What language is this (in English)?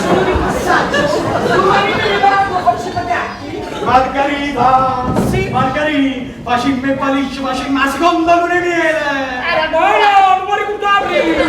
Neapolitan